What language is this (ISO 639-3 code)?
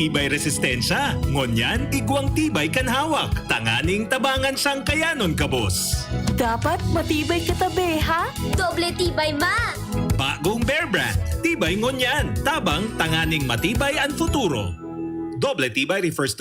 bik